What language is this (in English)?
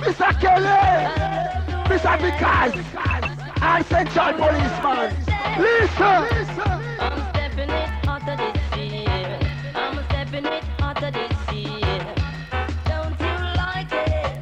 Jamaican Creole English